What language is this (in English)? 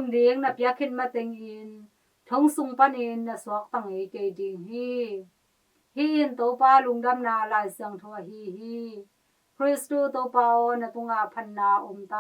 Tedim Chin